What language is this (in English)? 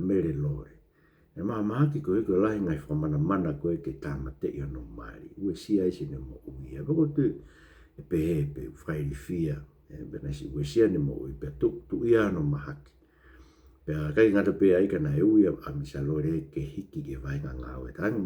Tongan